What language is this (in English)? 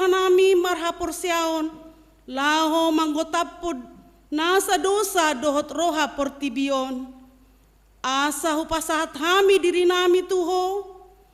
Batak Toba